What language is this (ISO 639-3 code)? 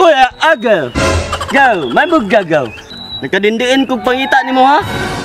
ceb